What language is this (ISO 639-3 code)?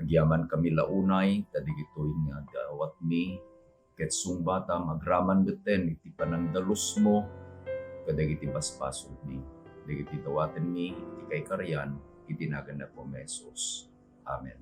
ilo